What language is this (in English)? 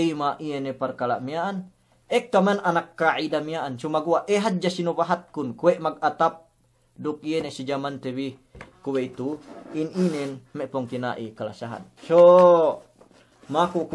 Yakan